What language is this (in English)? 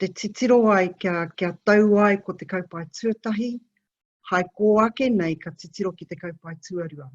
Māori